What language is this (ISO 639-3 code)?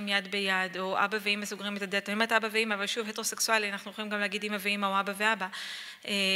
heb